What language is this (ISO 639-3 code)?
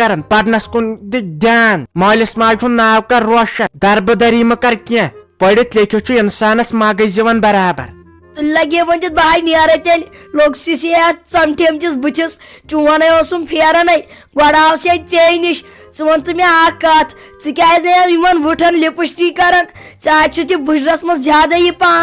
kas